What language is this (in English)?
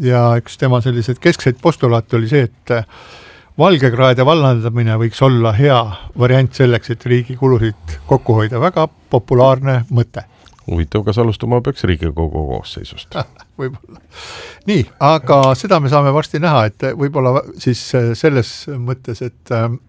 Estonian